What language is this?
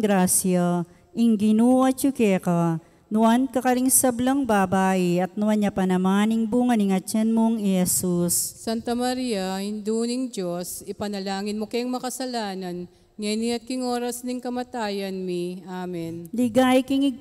Pampanga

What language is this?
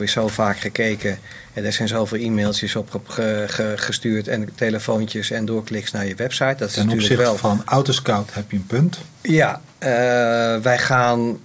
Dutch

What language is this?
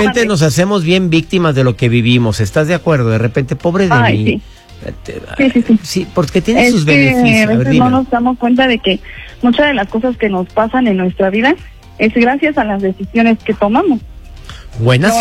Spanish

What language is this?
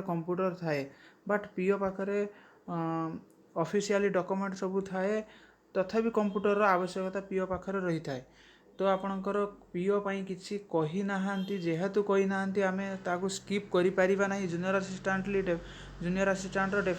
Odia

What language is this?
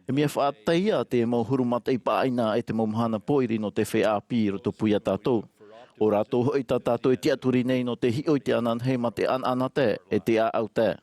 Tahitian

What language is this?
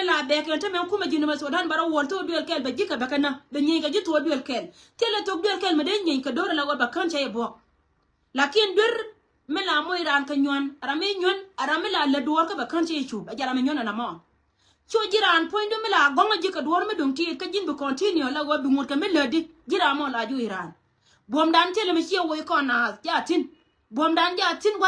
Nuer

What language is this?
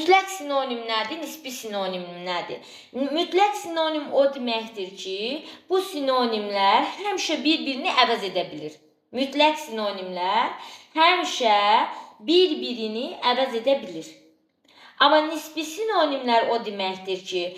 Azerbaijani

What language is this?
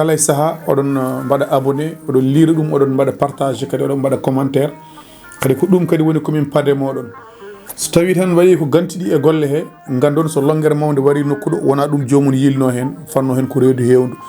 Fula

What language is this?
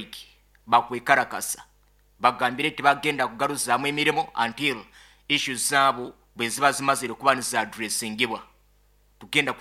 Nyoro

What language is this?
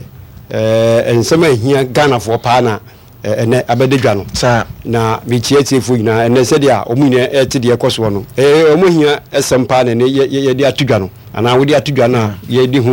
Akan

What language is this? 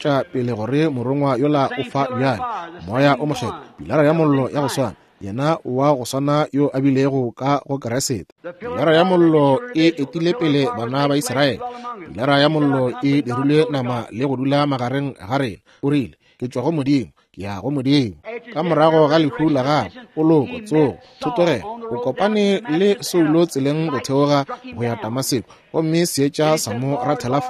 Northern Sotho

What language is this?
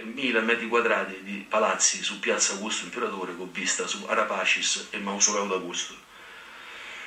Italian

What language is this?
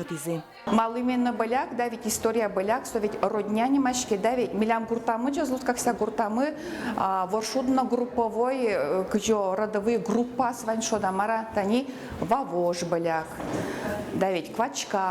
Udmurt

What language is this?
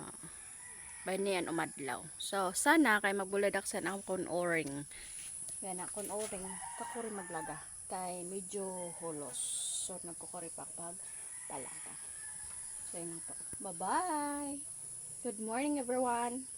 Waray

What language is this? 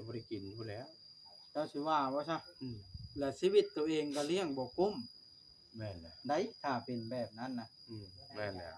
Northeastern Thai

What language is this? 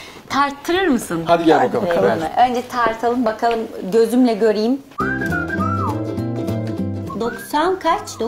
Turkish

